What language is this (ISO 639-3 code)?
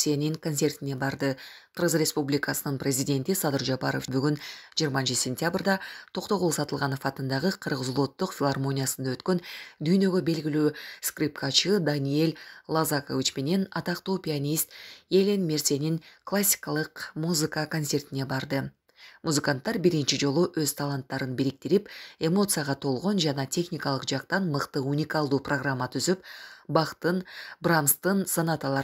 kir